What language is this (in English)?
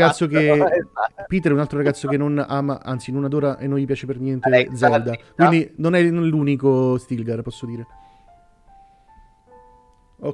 Italian